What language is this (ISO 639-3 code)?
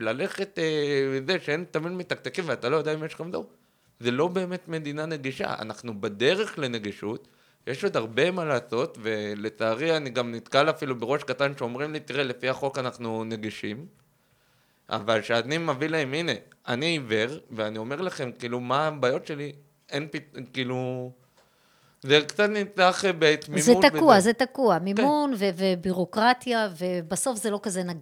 heb